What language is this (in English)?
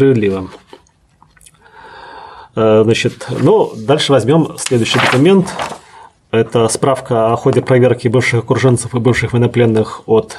Russian